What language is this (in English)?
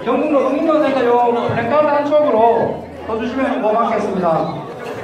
Korean